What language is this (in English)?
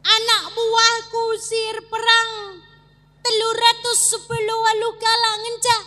Batak Karo